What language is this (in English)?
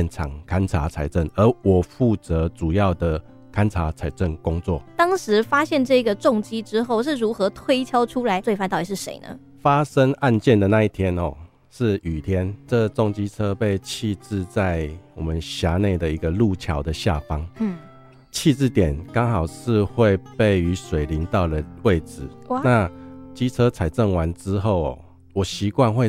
Chinese